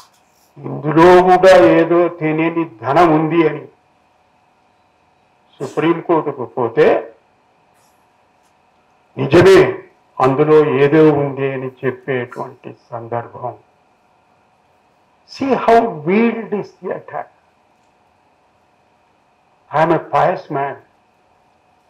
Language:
Telugu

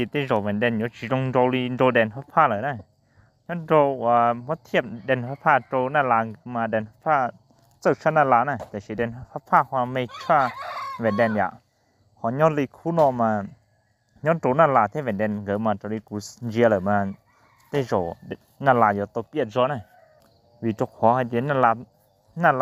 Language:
Hmong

